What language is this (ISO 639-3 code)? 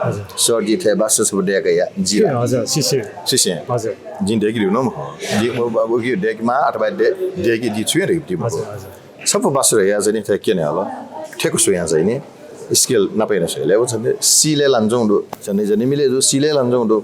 new